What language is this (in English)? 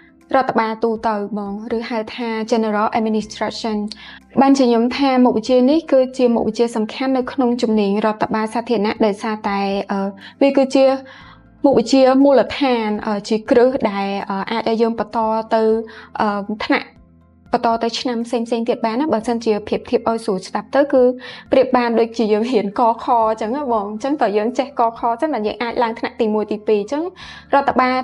Khmer